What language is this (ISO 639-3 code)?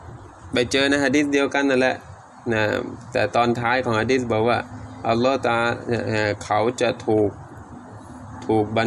tha